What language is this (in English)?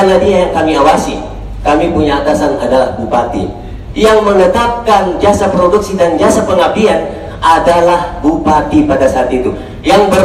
Indonesian